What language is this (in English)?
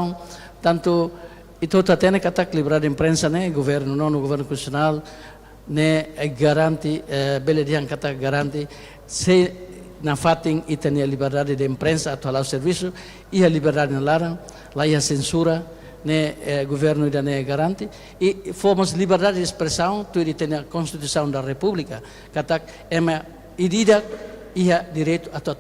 Tetum